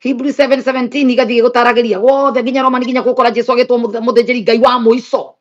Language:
Kikuyu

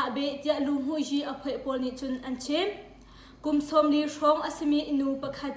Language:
Hakha Chin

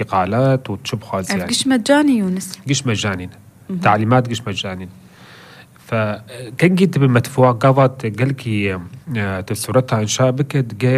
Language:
North Levantine Arabic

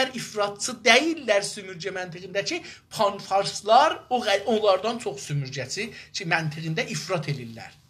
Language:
South Azerbaijani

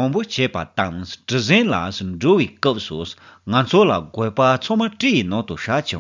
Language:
Tibetan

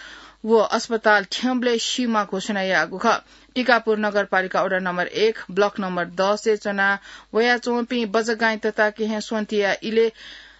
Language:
Newari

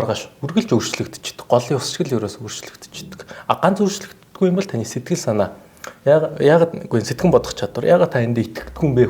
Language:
Mongolian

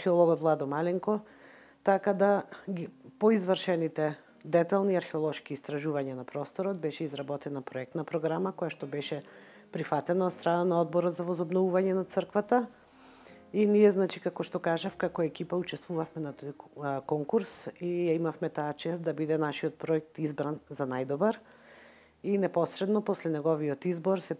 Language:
Macedonian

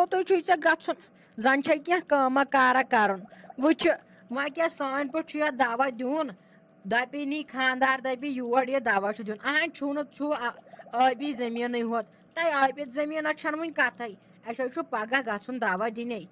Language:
Kashmiri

